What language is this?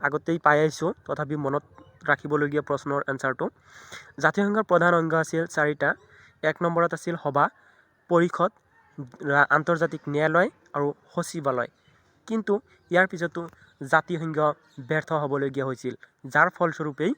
Assamese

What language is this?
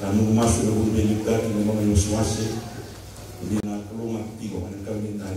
Fijian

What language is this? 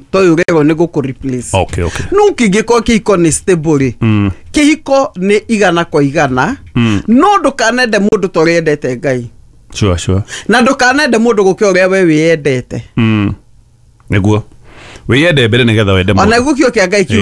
Kikuyu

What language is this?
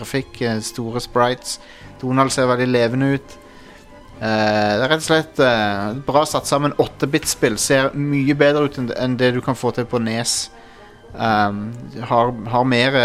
Norwegian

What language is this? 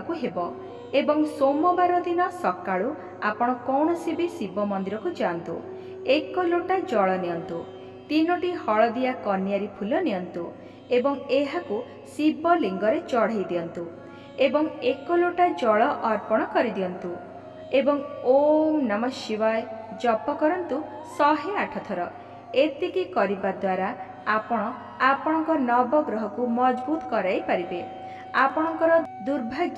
Odia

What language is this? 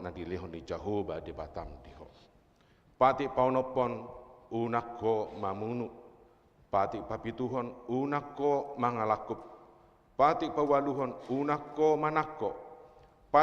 Batak Toba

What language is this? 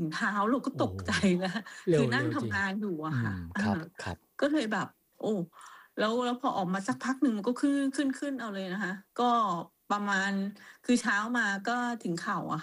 Thai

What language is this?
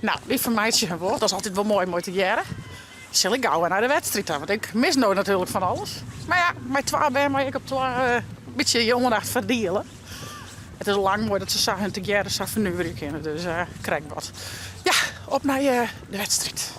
Western Frisian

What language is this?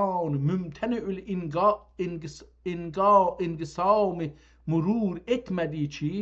South Azerbaijani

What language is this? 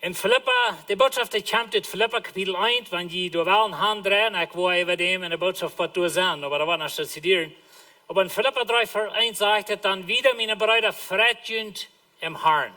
Plautdietsch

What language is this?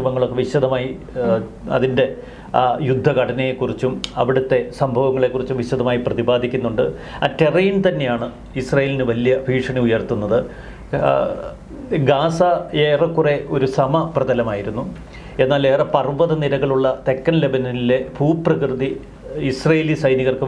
Malayalam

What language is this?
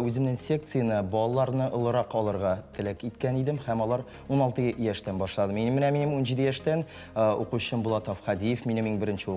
Tatar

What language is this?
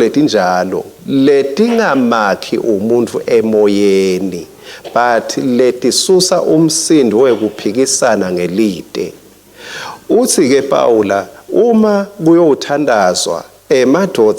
Swati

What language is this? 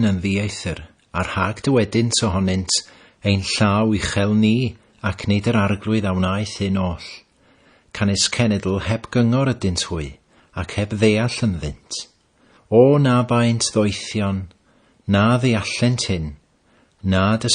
Welsh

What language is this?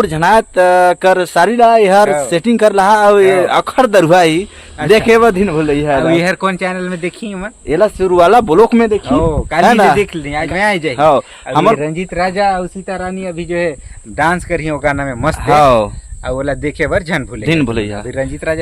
Chhattisgarhi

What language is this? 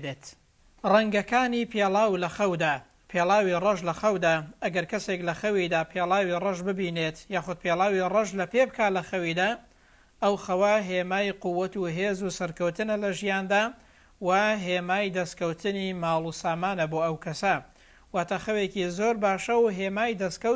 Central Kurdish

